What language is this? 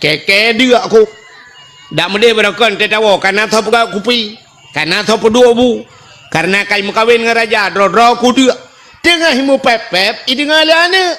Achinese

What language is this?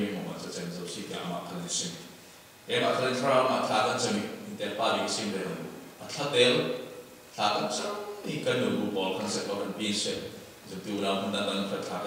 Falam Chin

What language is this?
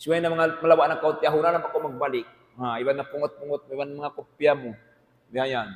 Tausug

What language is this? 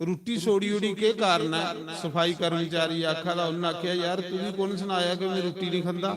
Dogri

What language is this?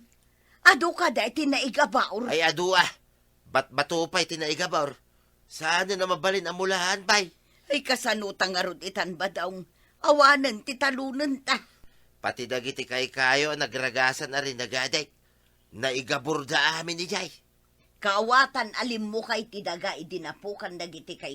Iloko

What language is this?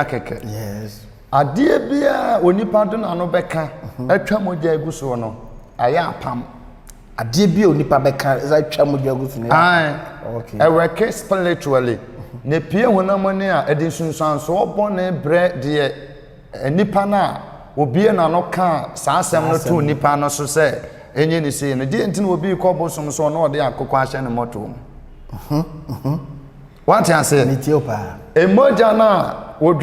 Akan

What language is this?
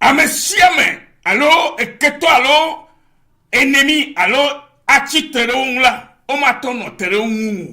Ewe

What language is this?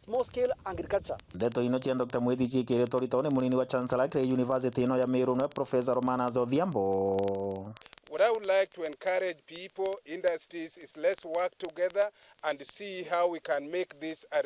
Meru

